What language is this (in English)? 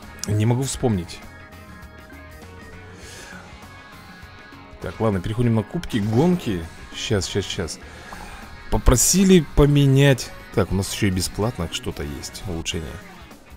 Russian